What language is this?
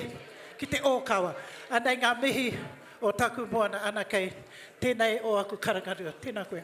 Māori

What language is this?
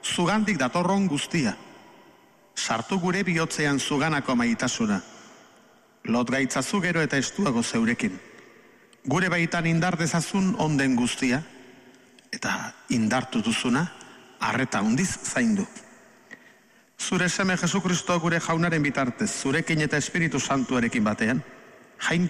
Basque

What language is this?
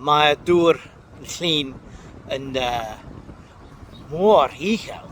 Welsh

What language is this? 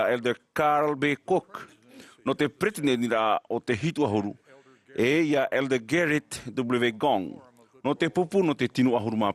Tahitian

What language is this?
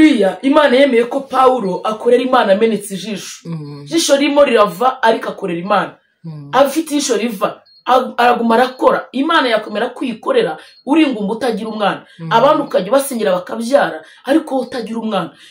Kinyarwanda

